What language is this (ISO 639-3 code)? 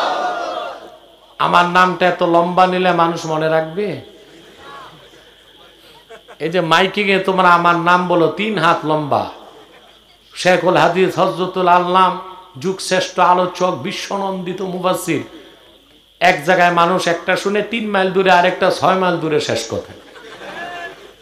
ben